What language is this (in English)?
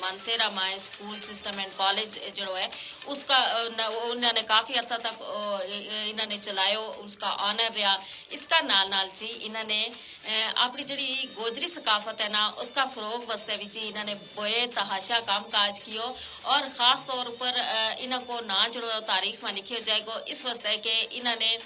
Gujari